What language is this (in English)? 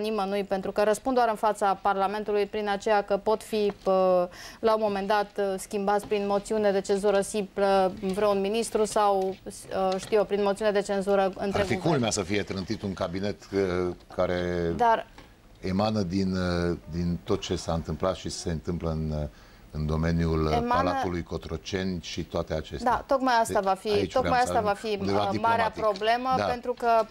Romanian